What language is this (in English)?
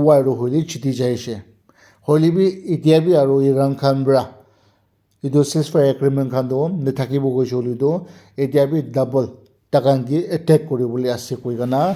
Naga Pidgin